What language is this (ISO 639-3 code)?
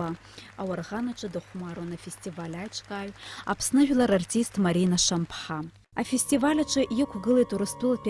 abk